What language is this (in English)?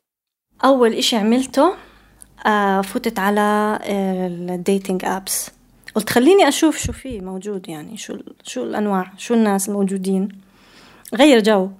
North Levantine Arabic